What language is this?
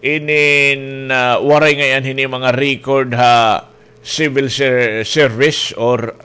Waray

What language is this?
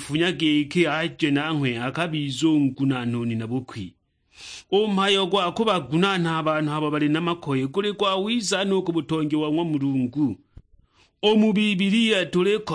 Sukuma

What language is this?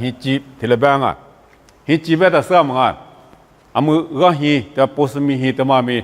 Lisu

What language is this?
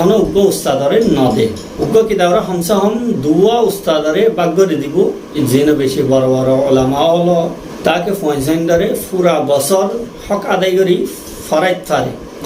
Rohingya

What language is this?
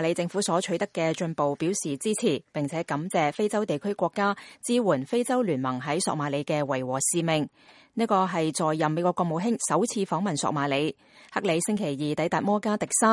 Cantonese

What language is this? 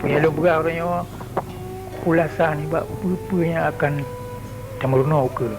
Achinese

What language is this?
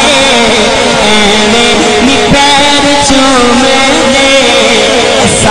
Saraiki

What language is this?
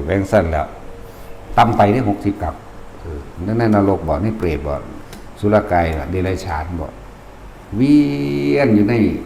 Northeastern Thai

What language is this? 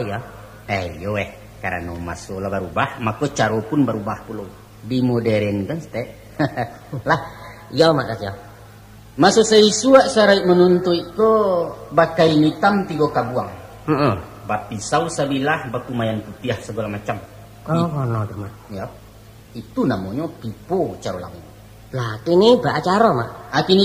Minangkabau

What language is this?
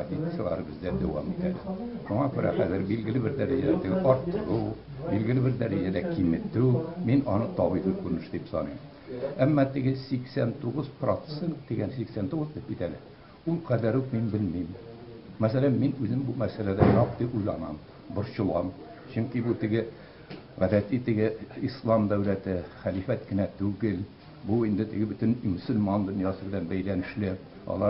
Tatar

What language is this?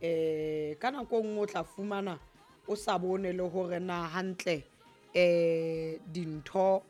Southern Sotho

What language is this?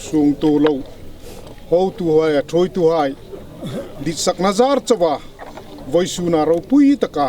Hmar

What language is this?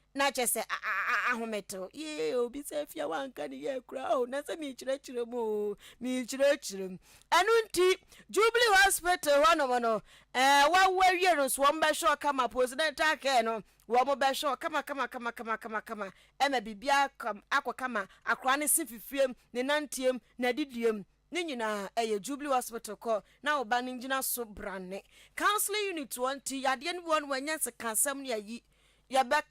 Akan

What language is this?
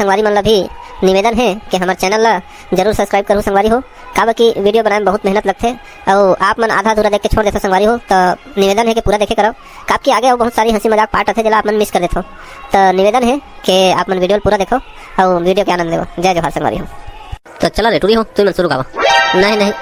Chhattisgarhi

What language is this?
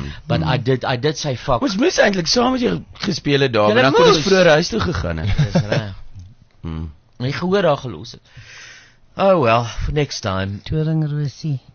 Afrikaans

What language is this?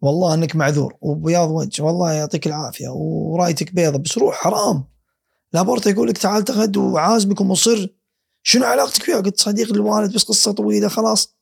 Gulf Arabic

